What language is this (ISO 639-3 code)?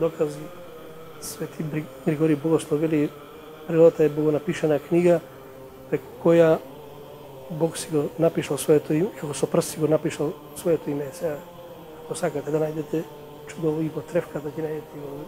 mkd